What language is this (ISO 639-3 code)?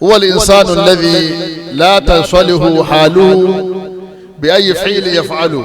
yor